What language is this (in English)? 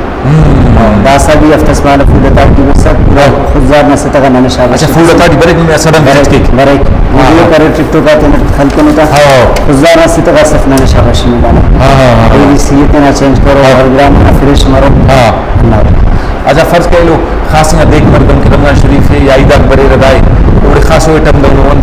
Brahui